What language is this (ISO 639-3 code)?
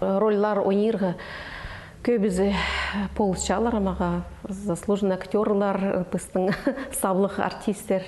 kjh